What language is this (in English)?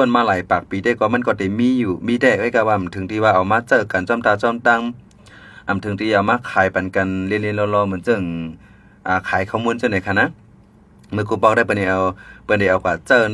Shan